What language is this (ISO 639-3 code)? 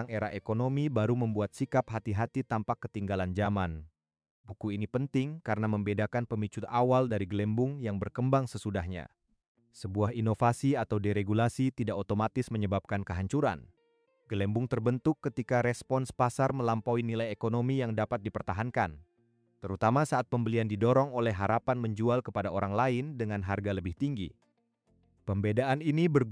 ind